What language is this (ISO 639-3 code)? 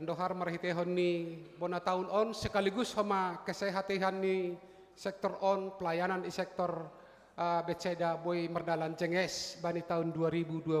bts